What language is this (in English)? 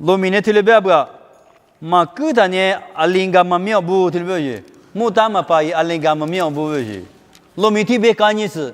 Lisu